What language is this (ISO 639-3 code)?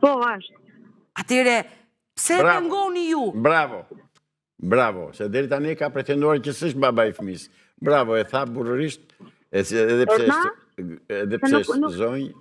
sqi